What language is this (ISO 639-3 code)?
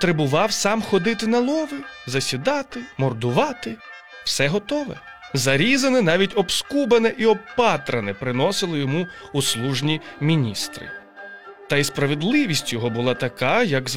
ukr